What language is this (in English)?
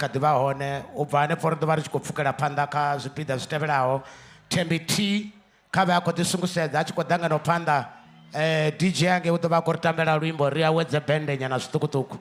Venda